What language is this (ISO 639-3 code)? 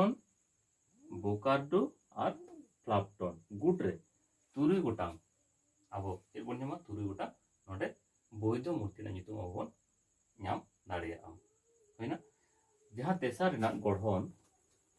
sat